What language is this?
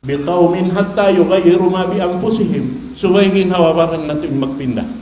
Tausug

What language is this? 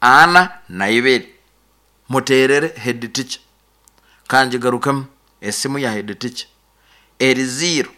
Nyankole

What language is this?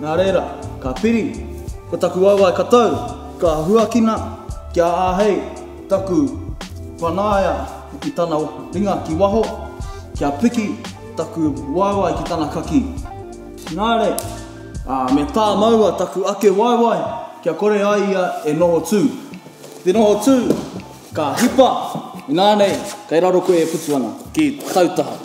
Māori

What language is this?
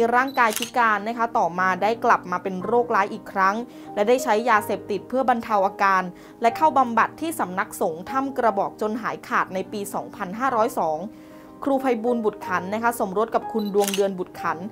Thai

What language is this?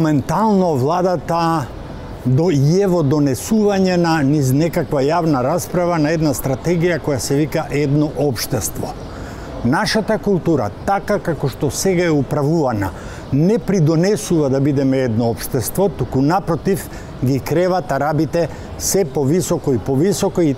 Macedonian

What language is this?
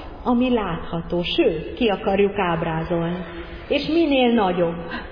Hungarian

